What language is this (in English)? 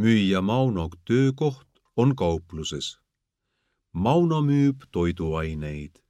Estonian